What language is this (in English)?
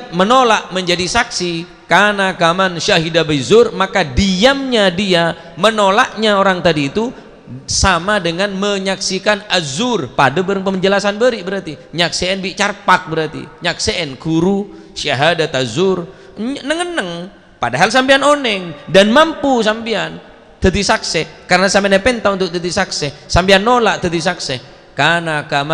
Madurese